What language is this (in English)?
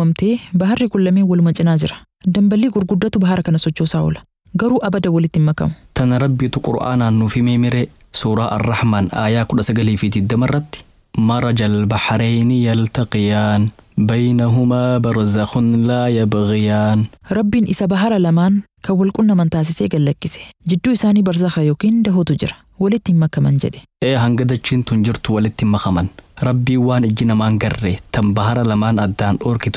Oromo